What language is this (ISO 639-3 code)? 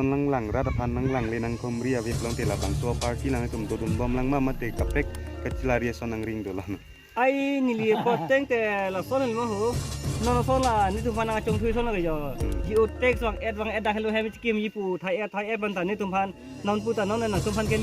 mjw